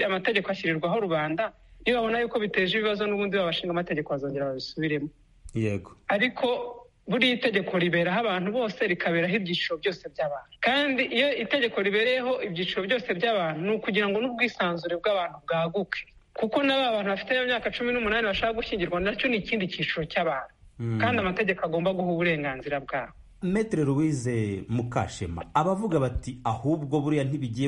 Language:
Kinyarwanda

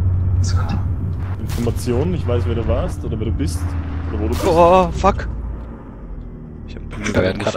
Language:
German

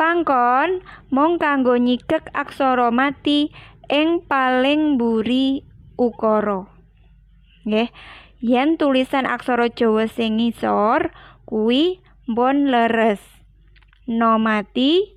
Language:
Javanese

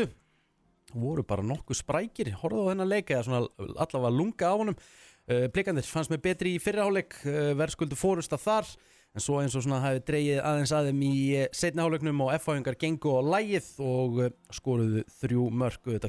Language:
Icelandic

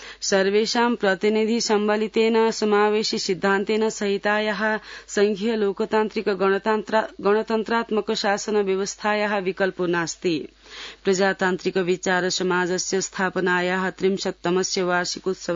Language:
Sanskrit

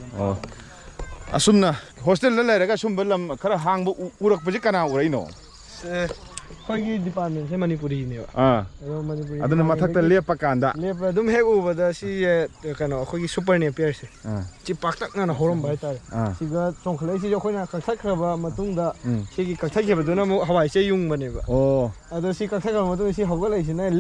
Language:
Manipuri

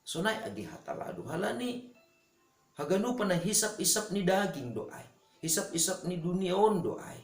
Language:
Batak Simalungun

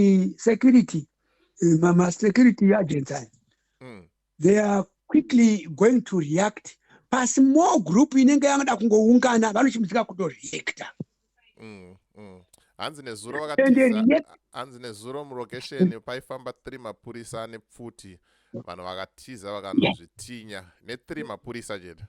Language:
Shona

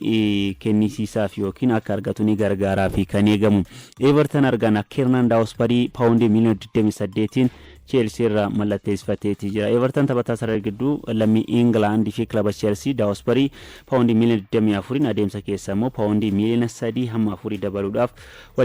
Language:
Oromo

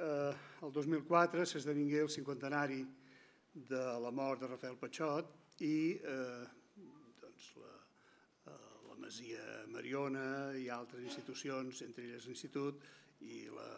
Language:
Catalan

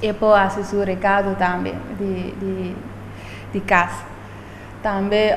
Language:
Papiamento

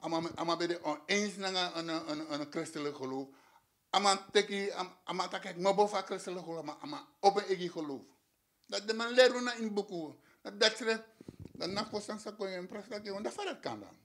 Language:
Sranan Tongo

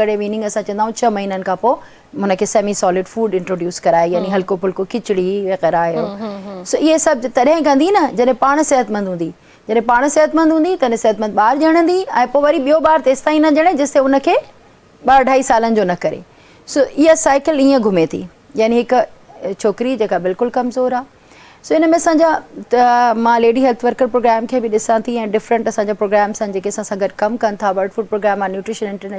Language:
Sindhi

